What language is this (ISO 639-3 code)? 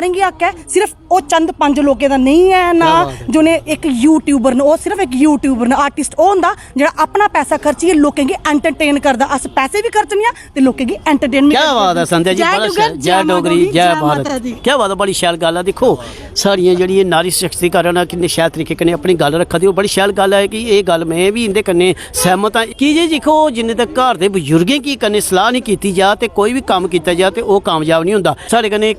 doi